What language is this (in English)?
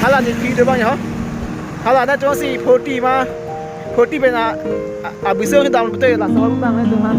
Karbi